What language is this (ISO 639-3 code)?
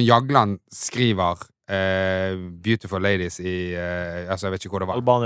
nor